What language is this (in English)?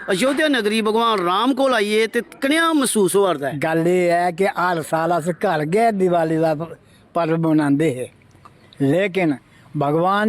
Dogri